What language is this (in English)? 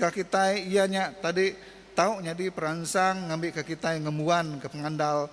Iban